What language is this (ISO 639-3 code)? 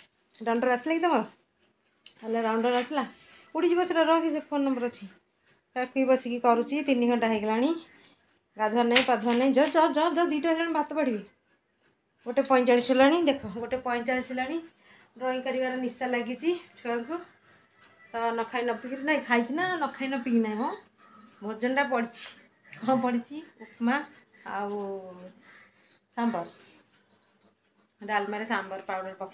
ori